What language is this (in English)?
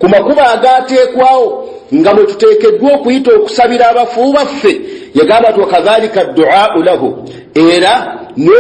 Ganda